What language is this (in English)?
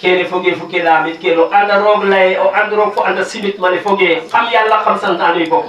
Wolof